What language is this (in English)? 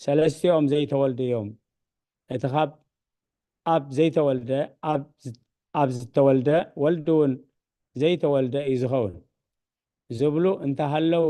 Tigrinya